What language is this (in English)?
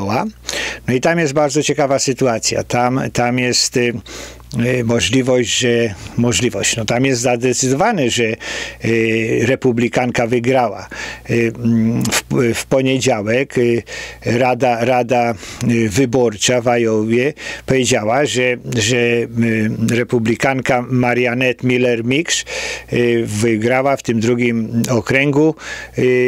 Polish